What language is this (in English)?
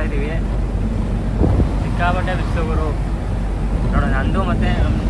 Kannada